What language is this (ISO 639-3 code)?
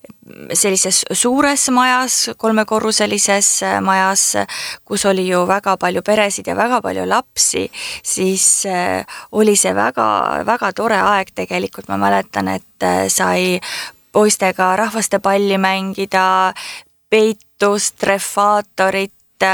est